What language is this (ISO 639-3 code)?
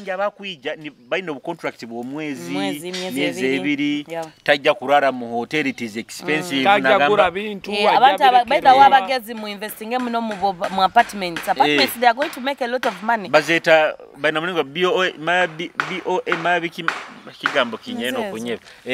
nyo